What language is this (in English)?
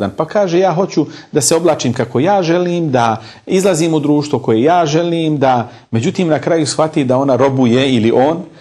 Bosnian